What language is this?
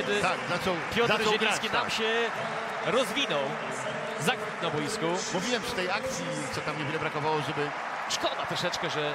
Polish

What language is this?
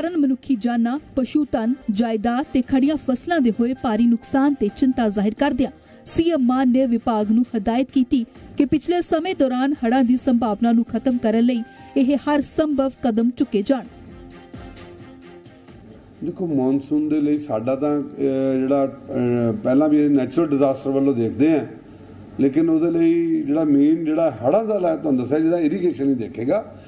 Punjabi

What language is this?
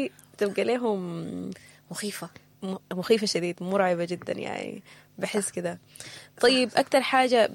Sudanese Arabic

